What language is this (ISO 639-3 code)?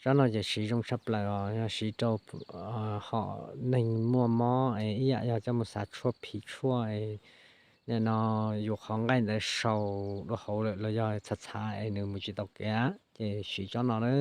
hmn